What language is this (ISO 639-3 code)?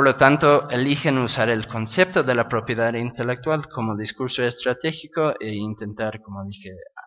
spa